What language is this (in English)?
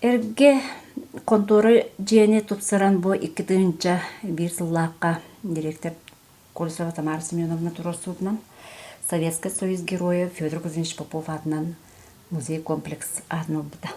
Yakut